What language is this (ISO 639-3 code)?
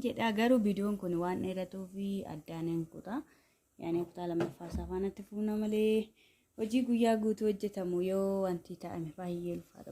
orm